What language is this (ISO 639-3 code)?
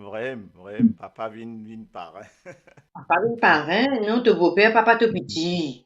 mfe